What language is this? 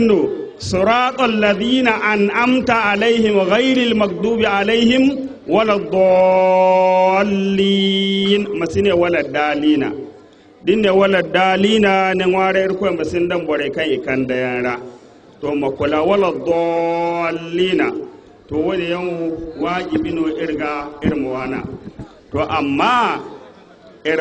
Zarma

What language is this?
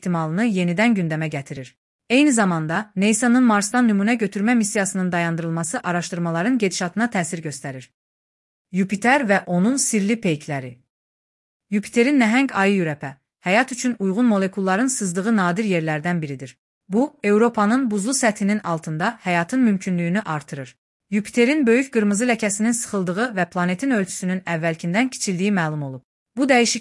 Azerbaijani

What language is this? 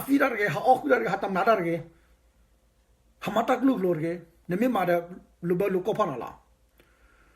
S'gaw Karen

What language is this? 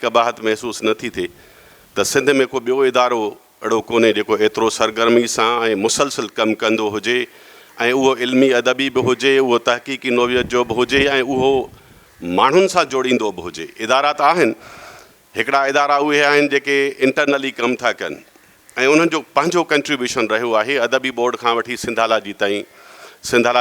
Sindhi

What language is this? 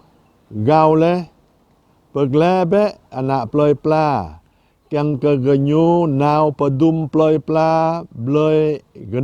Jarai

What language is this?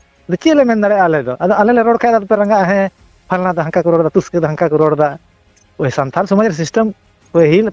Santali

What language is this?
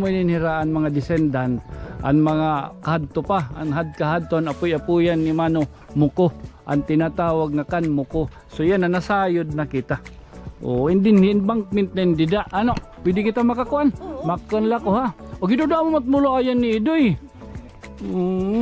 Waray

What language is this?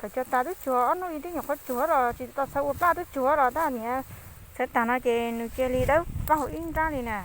Hmong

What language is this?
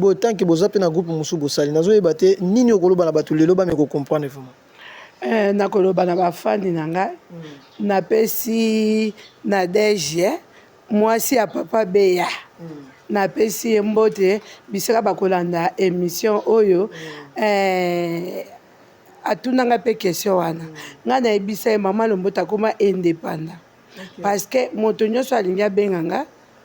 Lingala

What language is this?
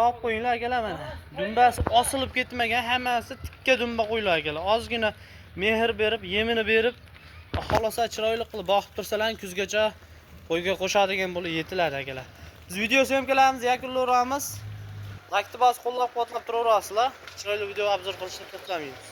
Uzbek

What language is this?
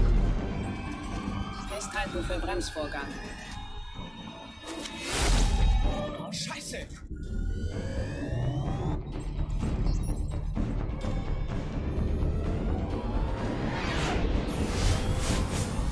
German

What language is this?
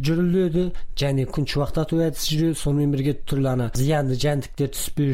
Kazakh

